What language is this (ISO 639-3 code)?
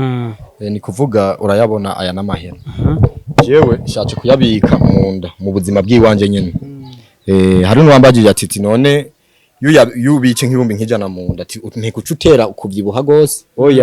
run